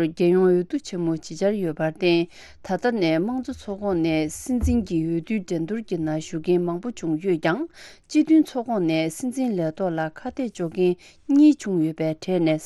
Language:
Tibetan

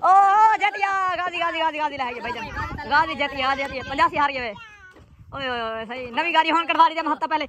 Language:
Saraiki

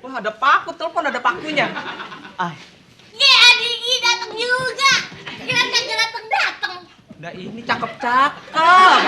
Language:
Betawi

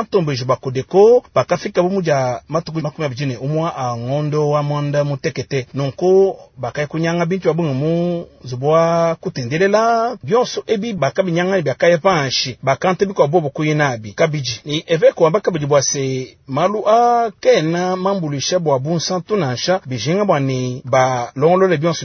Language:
Luba-Lulua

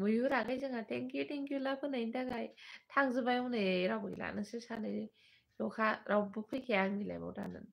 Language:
Bodo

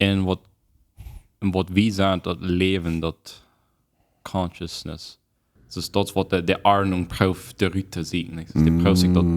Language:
Plautdietsch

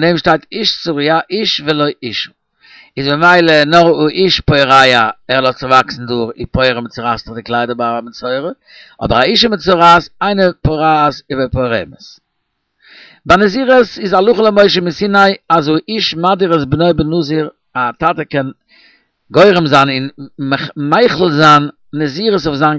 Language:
Yiddish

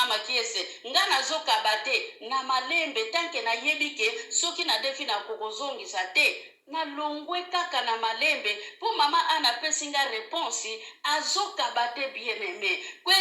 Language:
Lingala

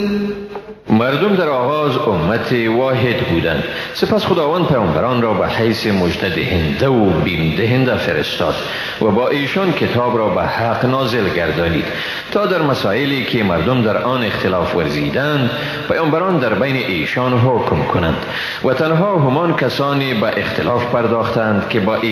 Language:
Persian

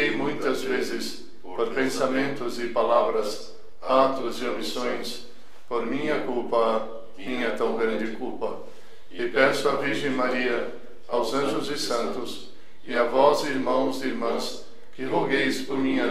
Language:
Portuguese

